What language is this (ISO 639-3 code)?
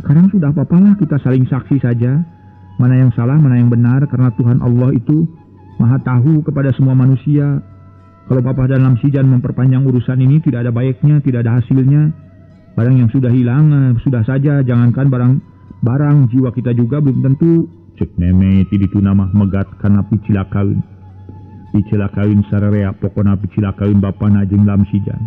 sun